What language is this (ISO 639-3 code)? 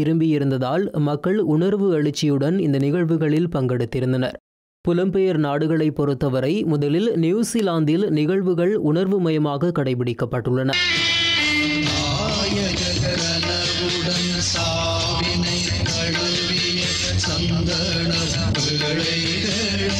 tam